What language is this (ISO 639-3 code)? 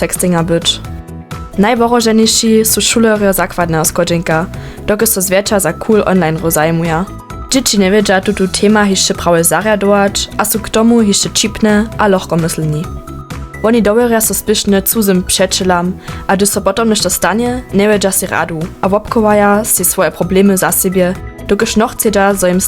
hsb